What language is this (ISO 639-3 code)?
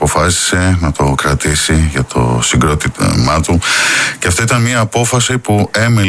ell